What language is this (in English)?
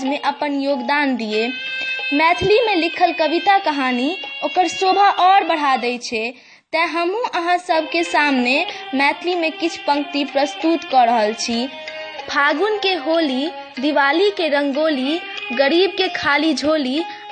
Maithili